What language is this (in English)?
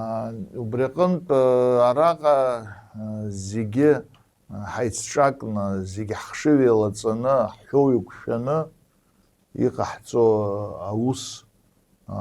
Abkhazian